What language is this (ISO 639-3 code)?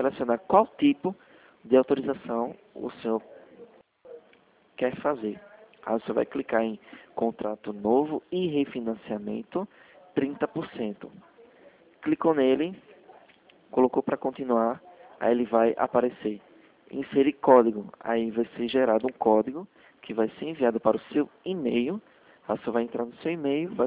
por